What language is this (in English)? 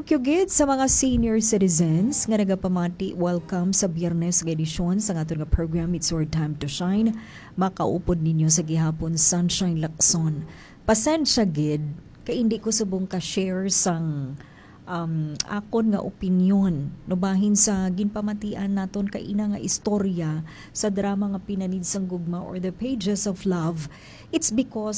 Hiligaynon